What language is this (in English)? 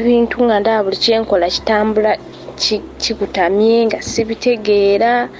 Ganda